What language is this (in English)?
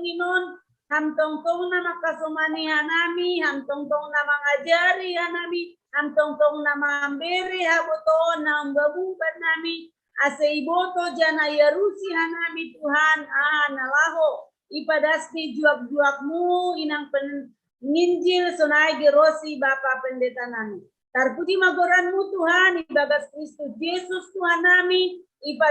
Batak Simalungun